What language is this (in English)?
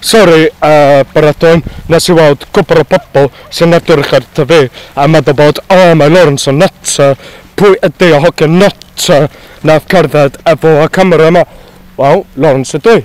Welsh